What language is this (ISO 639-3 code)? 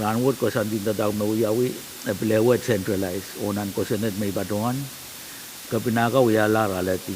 pon